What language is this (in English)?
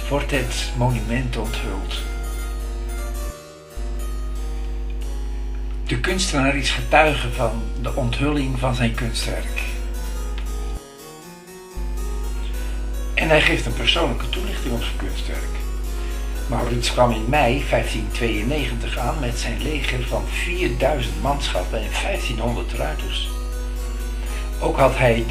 Dutch